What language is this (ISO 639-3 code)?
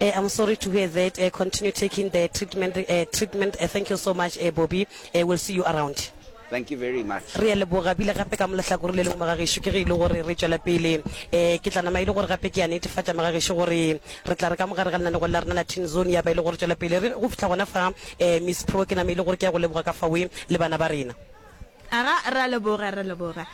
nso